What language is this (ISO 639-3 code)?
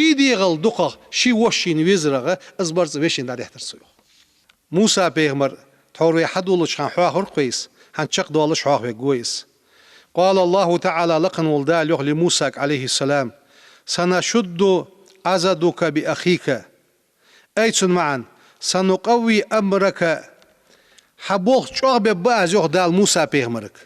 inh